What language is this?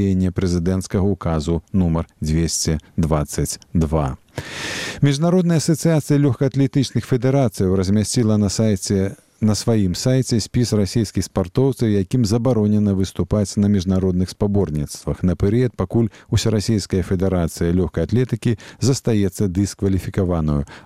Belarusian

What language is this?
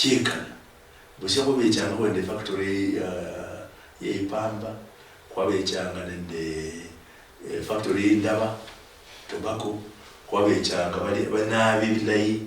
Luyia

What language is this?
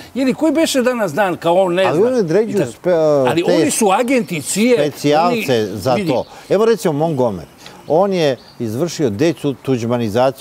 Serbian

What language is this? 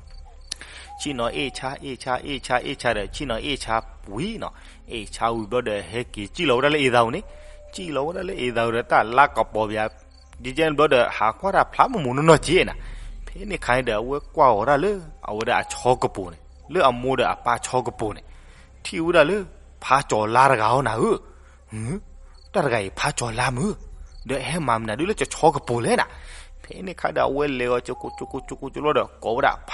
S'gaw Karen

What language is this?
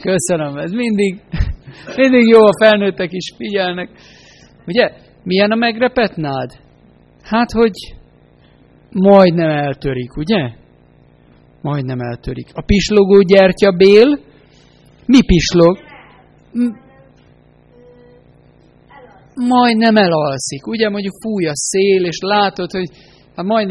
Hungarian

